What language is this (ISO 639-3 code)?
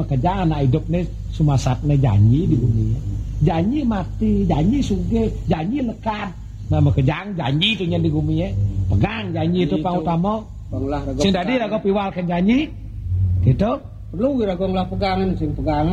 ban